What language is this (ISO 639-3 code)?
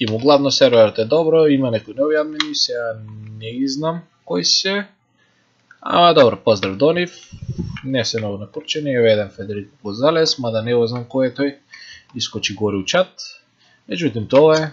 mkd